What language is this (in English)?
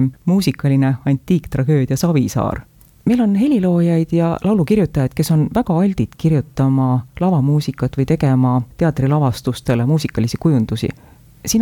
Estonian